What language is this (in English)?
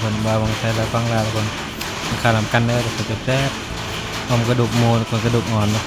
Northeastern Thai